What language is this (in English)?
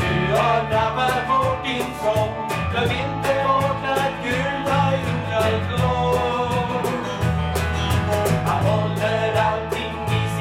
Swedish